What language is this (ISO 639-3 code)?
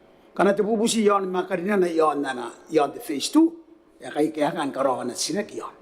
gil